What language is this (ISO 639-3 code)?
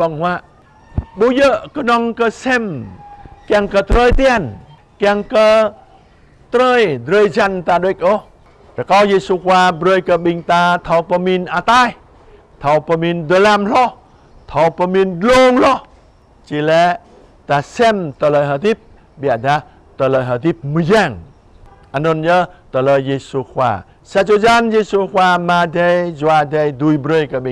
jra